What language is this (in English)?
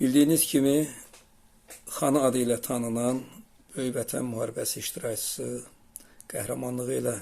Azerbaijani